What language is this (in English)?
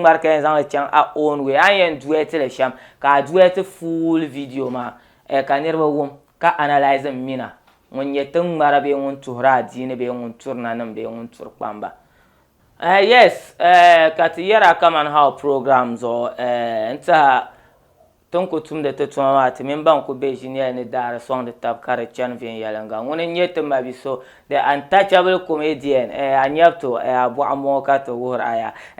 Dagbani